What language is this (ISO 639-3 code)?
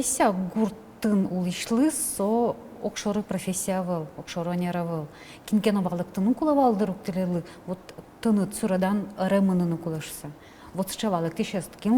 udm